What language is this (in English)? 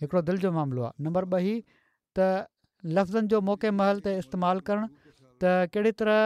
Sindhi